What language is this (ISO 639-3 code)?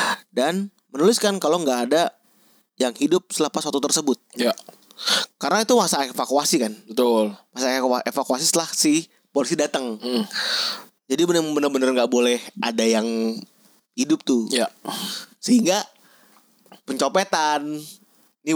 ind